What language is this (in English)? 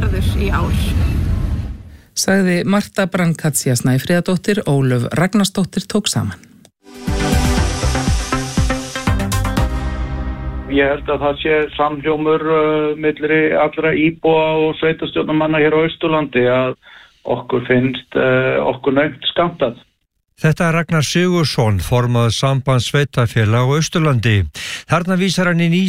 Icelandic